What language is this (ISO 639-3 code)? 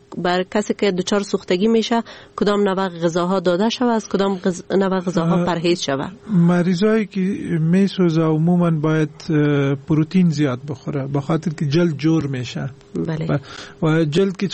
fas